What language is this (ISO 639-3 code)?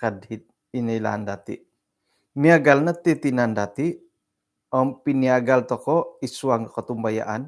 dtp